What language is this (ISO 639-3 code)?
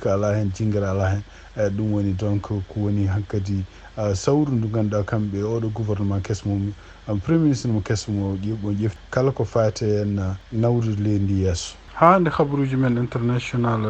ful